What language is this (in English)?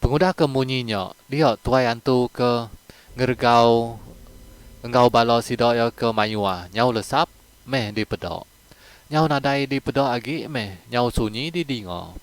Iban